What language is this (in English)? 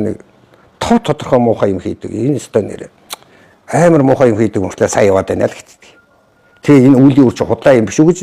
Mongolian